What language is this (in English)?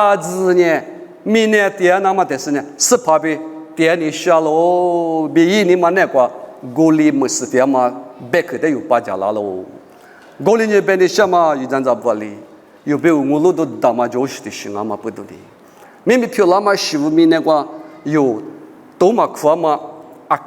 Lisu